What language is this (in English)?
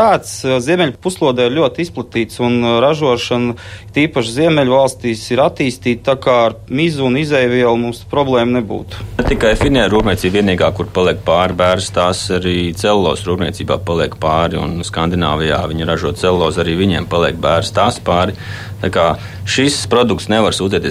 Latvian